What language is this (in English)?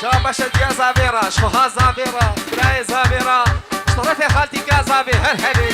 Kurdish